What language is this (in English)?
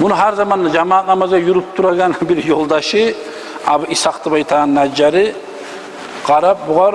Kumyk